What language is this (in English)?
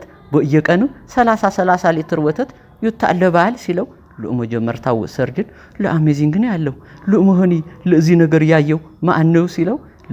Amharic